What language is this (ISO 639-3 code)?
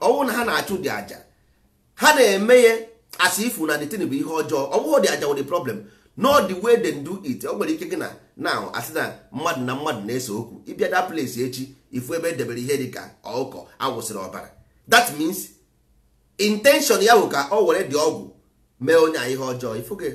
ibo